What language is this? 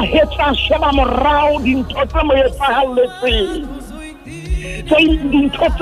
Southern Sotho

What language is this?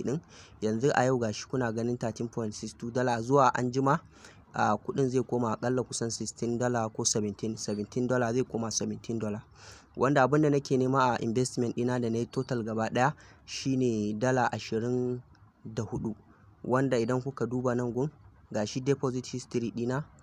Hausa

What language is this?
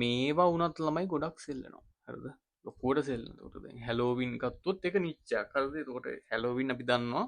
Sinhala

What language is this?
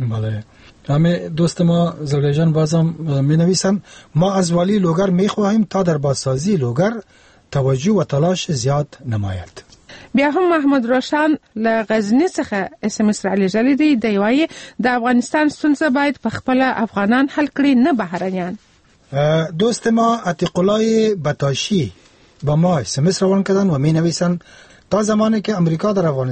Persian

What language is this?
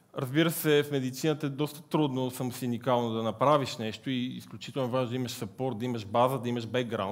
Bulgarian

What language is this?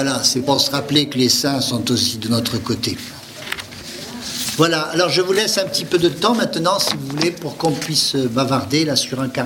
French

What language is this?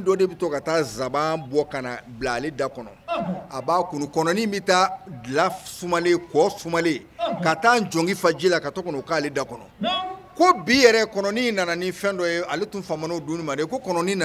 Bambara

